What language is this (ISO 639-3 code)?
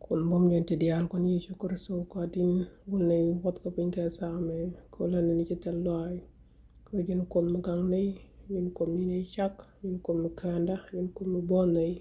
nus